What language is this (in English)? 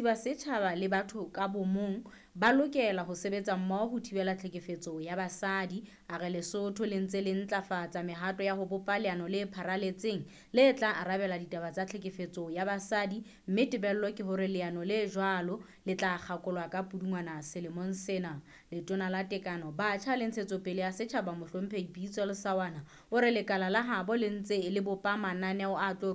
Southern Sotho